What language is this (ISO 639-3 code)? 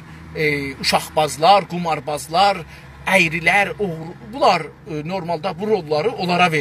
azb